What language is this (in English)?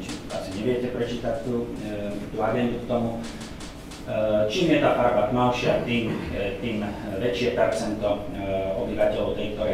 Slovak